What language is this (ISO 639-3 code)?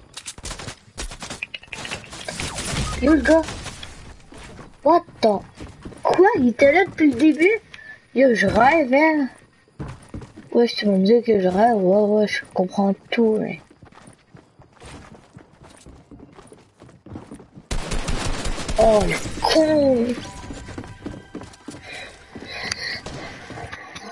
fra